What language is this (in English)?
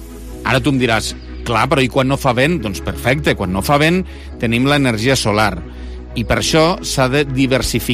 Catalan